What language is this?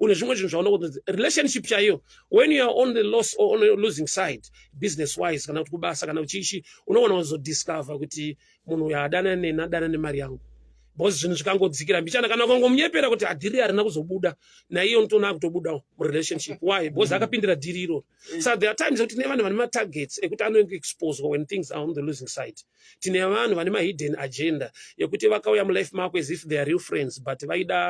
Shona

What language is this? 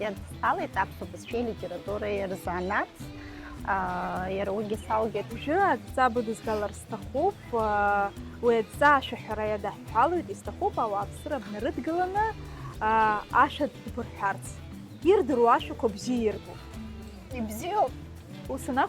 Abkhazian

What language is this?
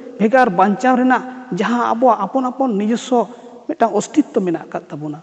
Santali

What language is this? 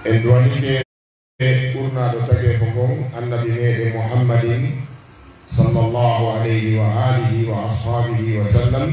Pular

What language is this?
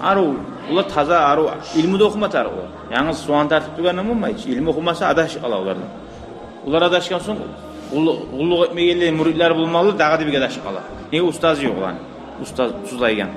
Kumyk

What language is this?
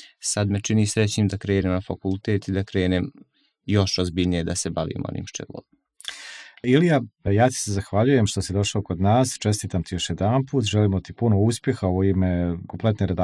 Serbian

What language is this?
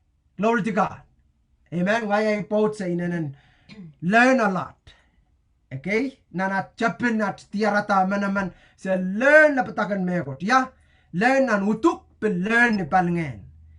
Pohnpeian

